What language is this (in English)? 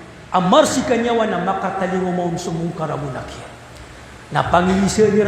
Maranao